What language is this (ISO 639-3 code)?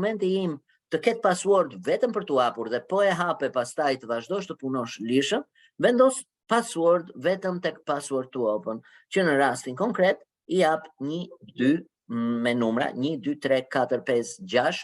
sqi